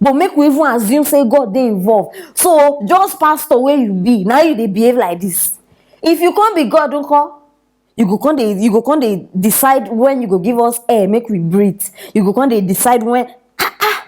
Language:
Nigerian Pidgin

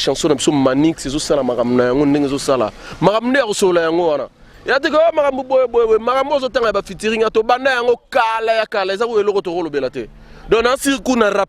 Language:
Lingala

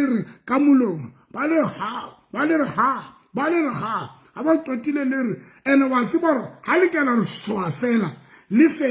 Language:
Southern Sotho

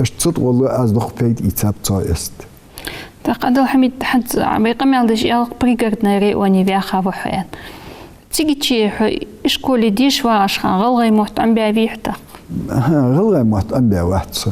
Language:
Ingush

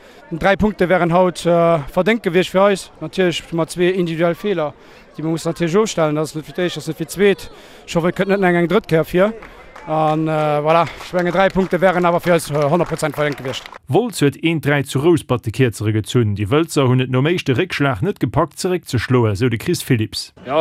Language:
Luxembourgish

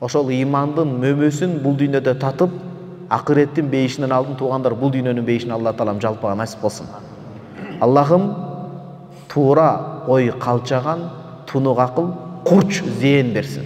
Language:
Kyrgyz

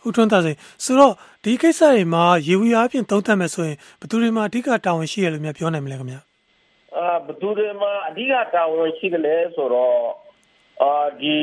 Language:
Burmese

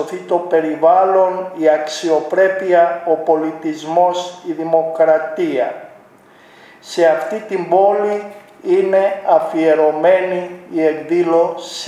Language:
Greek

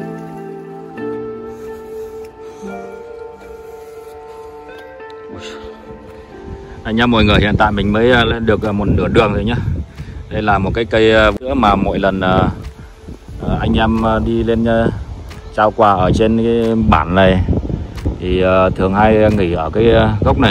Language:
Vietnamese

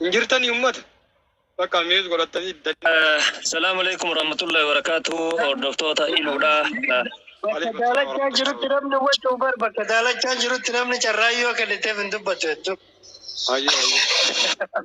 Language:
Oromo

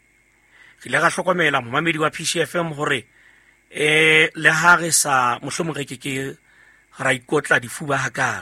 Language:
Southern Sotho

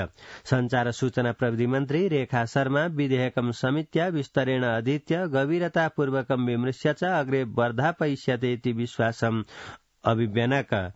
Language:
Sanskrit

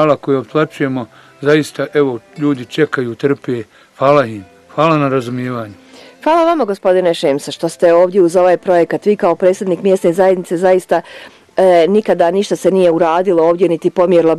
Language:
Bosnian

